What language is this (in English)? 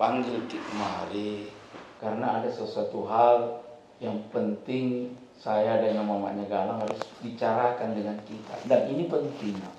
Makassar Malay